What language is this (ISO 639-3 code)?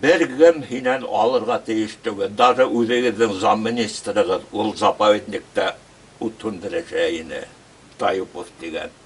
bak